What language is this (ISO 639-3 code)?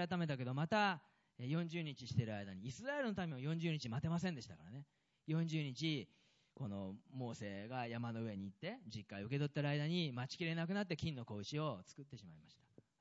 jpn